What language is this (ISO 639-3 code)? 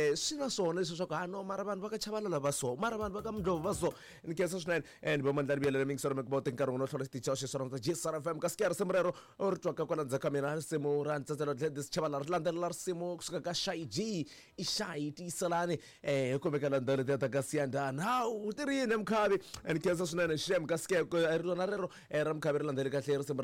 tso